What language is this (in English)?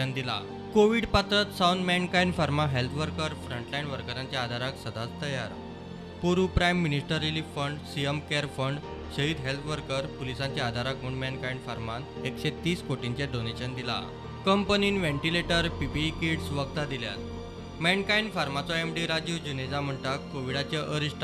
Konkani